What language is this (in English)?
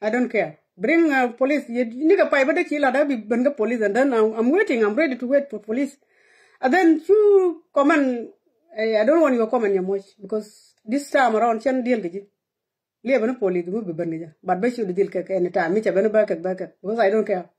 Nuer